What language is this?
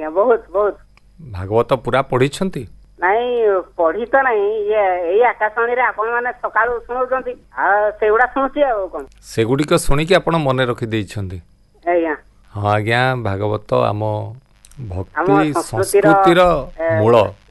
Odia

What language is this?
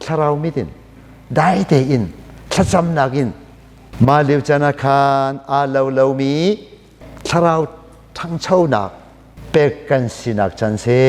Hakha Chin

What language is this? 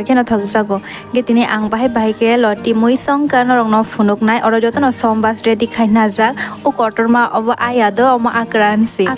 Kok Borok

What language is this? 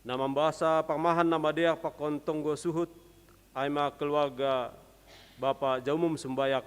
Batak Simalungun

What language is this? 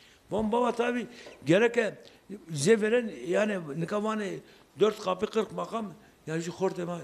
Zaza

